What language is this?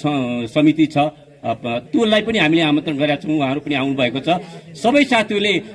Nepali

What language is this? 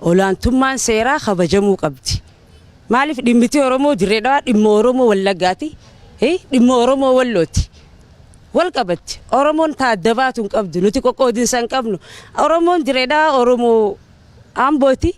Oromo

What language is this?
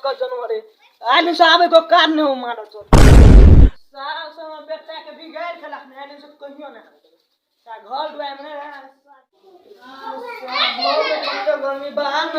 Maithili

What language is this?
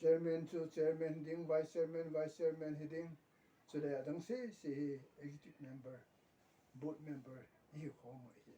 Thado Chin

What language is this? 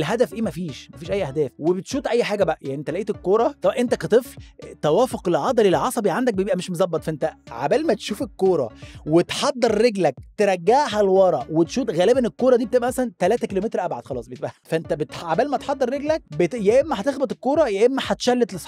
Egyptian Arabic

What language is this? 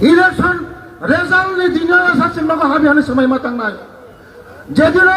Kok Borok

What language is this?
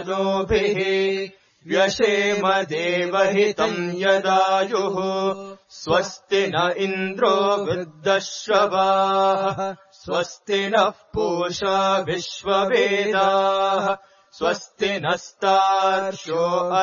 Sanskrit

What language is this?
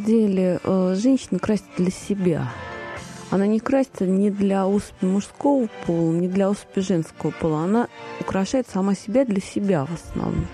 Russian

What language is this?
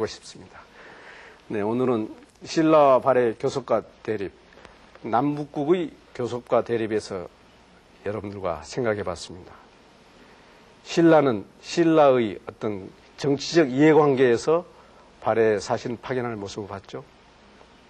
Korean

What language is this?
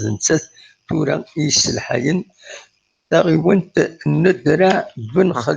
Kabyle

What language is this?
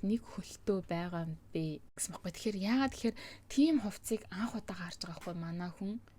Mongolian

